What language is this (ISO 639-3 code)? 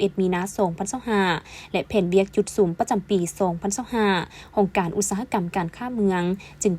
lao